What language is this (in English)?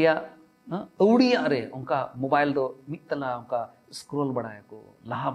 Santali